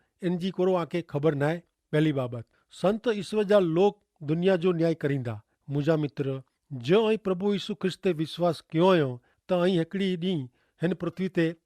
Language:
Kachhi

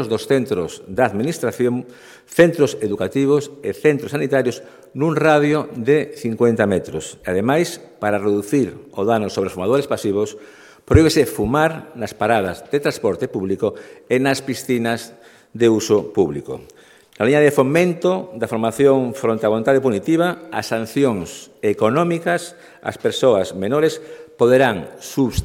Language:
Galician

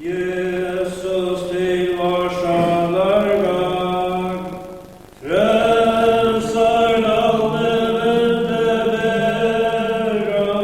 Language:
Faroese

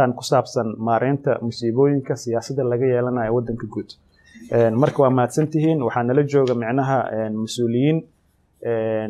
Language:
Somali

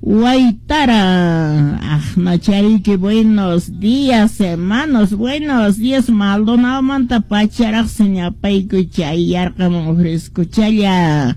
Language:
Quechua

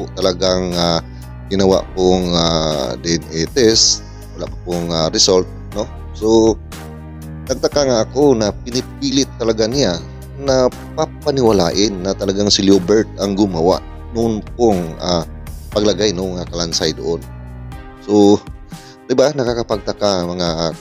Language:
Filipino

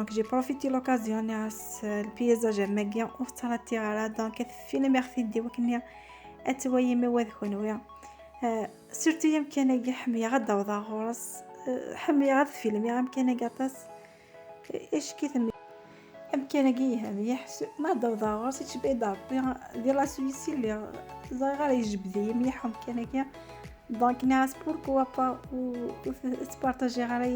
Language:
Kabyle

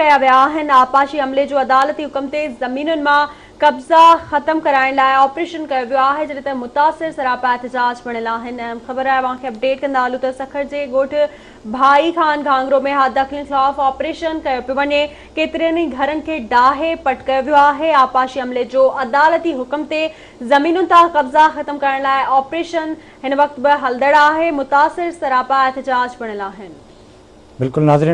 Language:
Sindhi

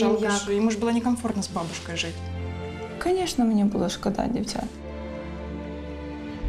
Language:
Ukrainian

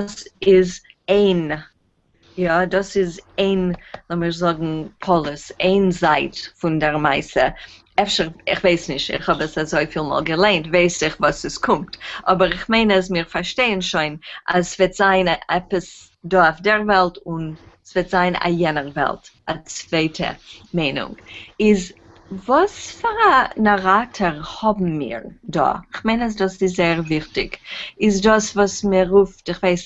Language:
Yiddish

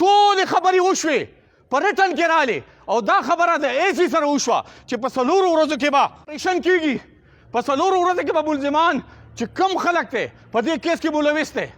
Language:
Pashto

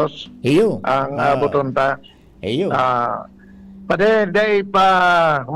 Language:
Bikol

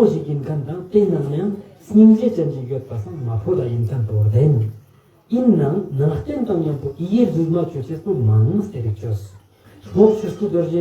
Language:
Ladakhi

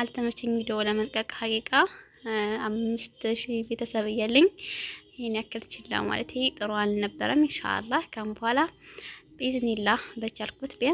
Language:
Amharic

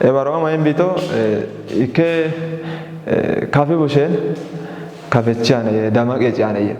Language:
Kafa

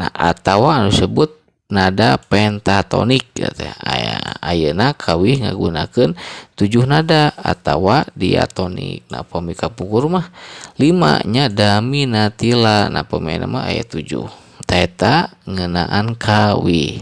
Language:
Sundanese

